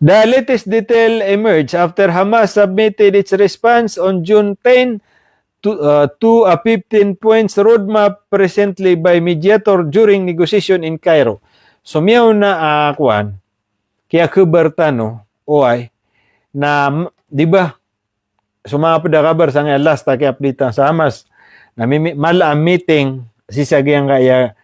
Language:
Maranao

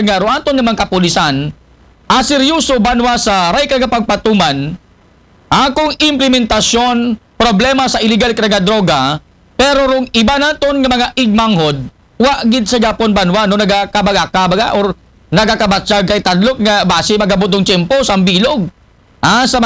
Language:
Aklanon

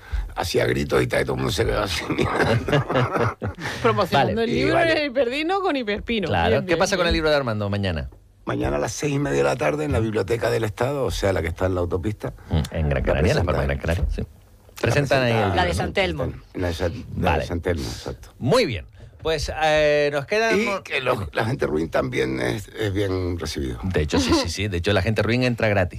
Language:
Spanish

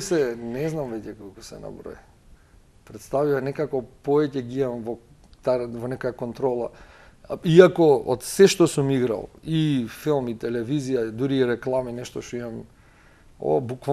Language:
Macedonian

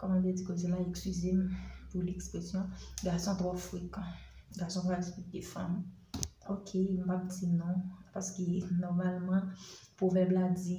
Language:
Haitian Creole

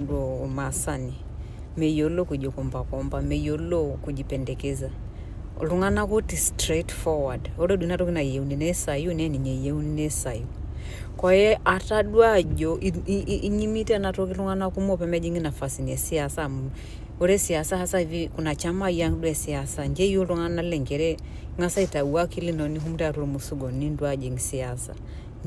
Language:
Masai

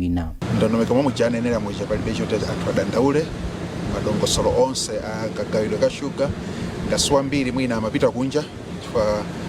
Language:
Nyanja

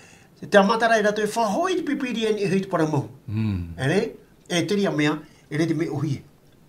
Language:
Tahitian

